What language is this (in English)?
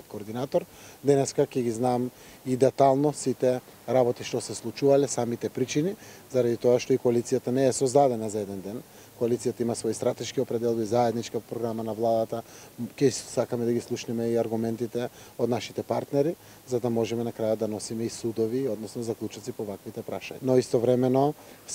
Macedonian